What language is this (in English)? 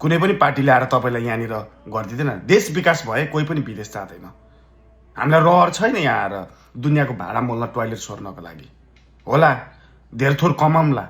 Nepali